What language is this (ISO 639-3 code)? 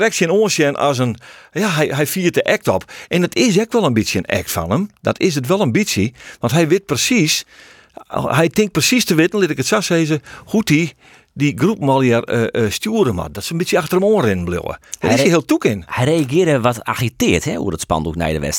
fry